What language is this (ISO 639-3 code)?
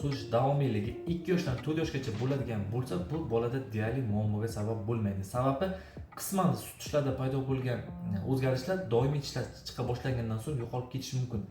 uzb